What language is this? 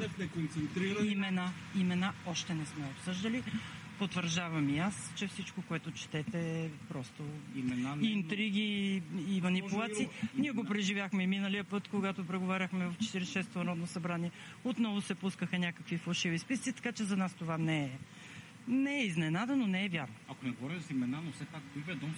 Bulgarian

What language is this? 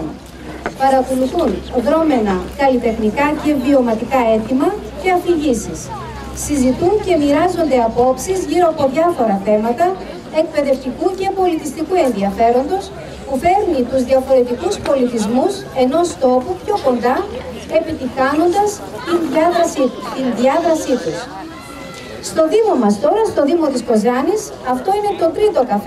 Greek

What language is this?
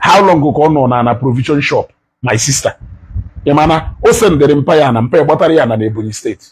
Igbo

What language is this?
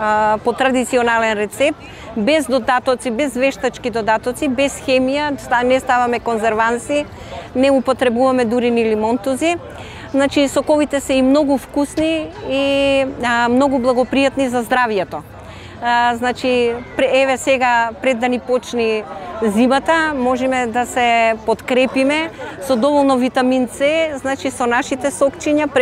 Macedonian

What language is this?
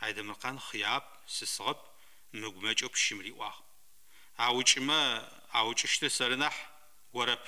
Adyghe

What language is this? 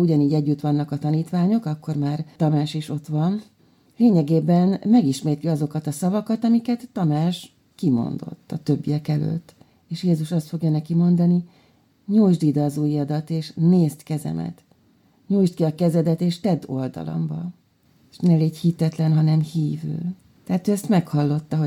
Hungarian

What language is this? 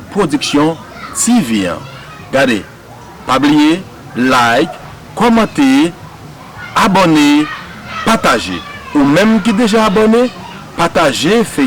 Haitian Creole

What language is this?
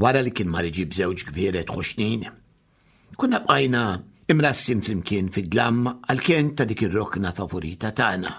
Maltese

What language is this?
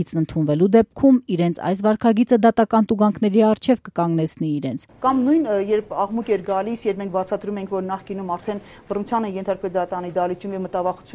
Armenian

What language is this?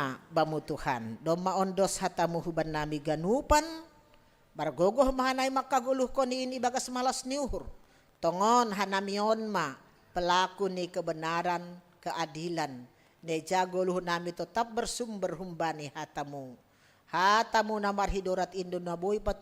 Batak Simalungun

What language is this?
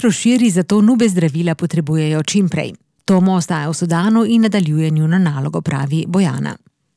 Slovenian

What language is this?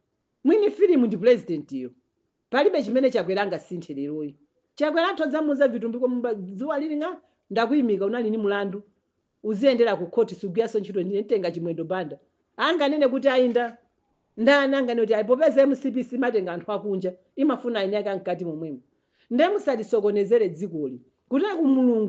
Nyanja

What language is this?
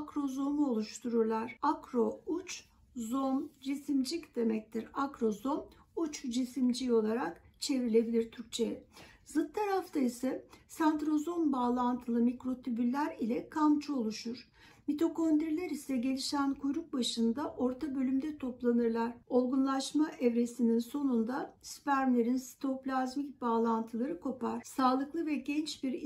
Turkish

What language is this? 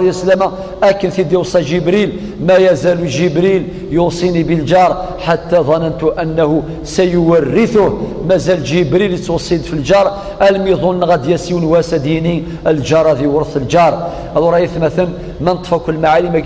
Kabyle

